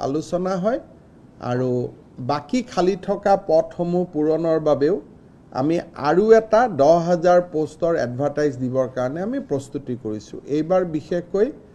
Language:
Assamese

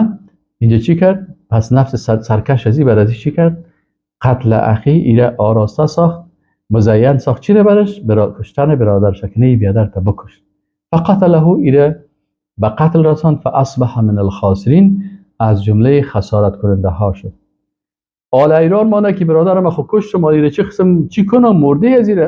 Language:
Persian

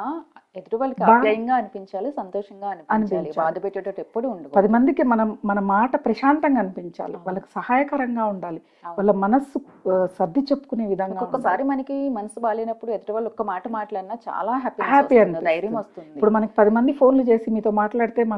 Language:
Telugu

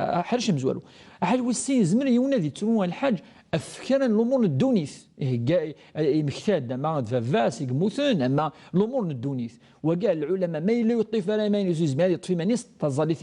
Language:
Kabyle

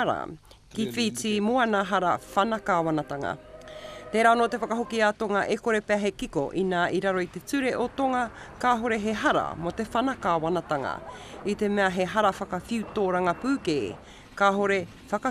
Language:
Māori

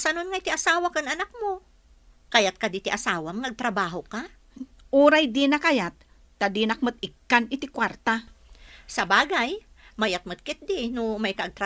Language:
Iloko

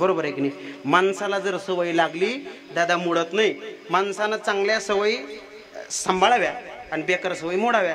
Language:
Marathi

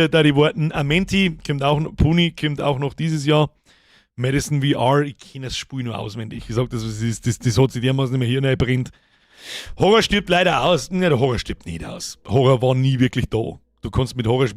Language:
Bavarian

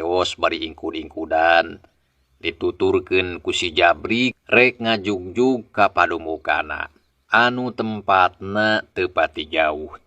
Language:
Sundanese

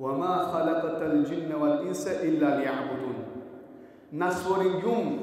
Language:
Balkan Romani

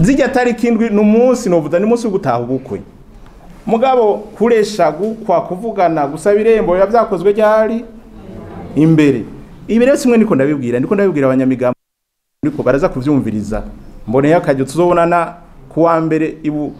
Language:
Rundi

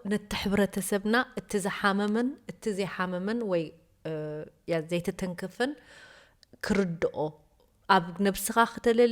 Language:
Tigrinya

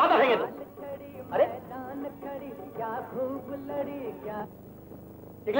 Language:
Bangla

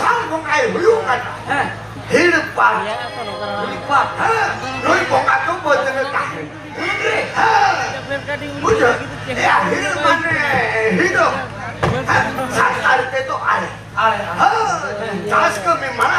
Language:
Santali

